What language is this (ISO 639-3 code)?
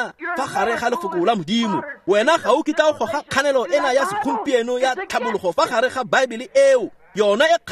tsn